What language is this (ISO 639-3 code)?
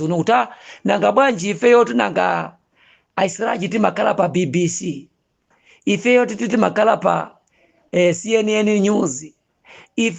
nya